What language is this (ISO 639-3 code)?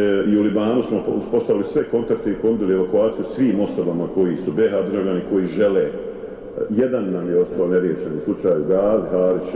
bos